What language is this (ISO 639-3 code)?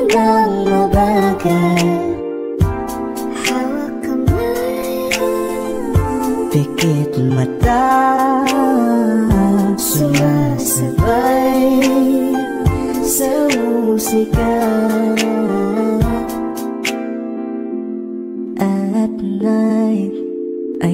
fil